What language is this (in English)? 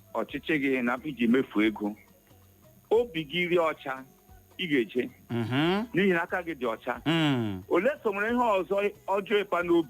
Igbo